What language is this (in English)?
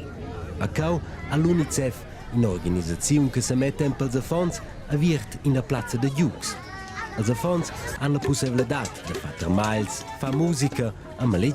Romansh